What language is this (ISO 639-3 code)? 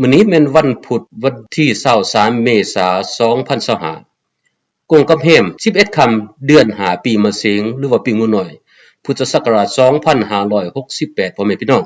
lao